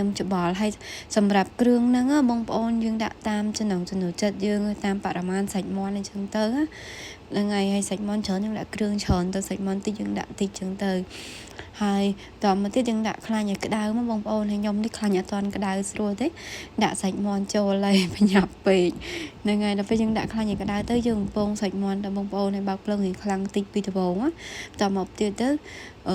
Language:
Khmer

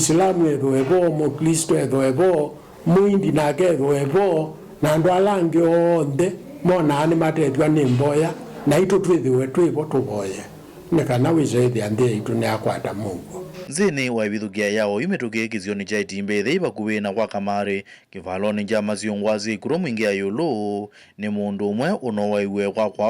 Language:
Kamba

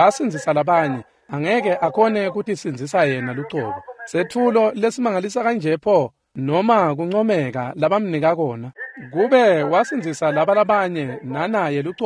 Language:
Swati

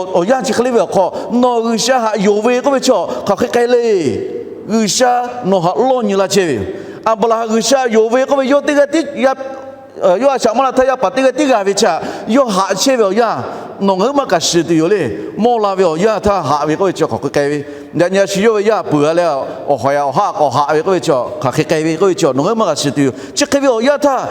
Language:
Lahu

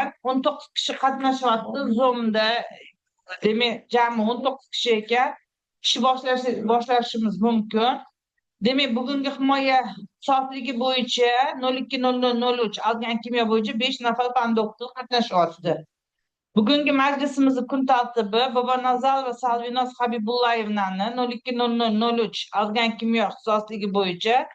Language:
Uzbek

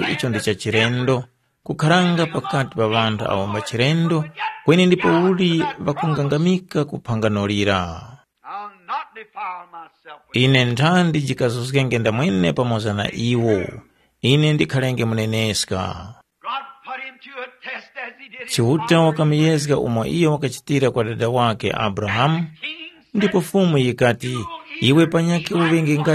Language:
Tumbuka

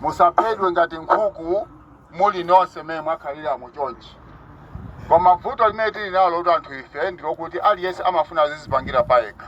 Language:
Nyanja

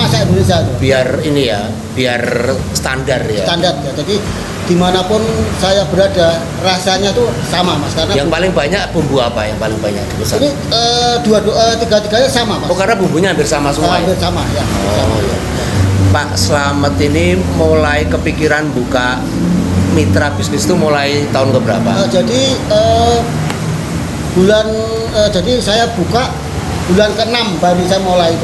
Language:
Indonesian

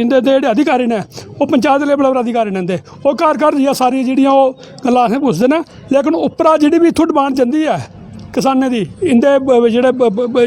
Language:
Dogri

